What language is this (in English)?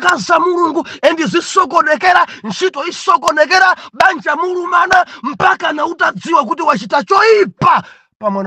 Nyanja